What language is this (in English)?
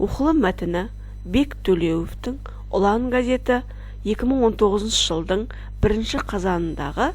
Kazakh